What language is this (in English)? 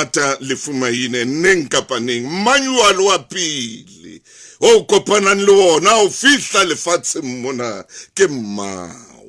Southern Sotho